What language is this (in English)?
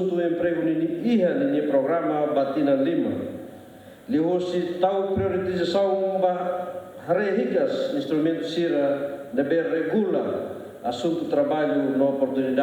Tetum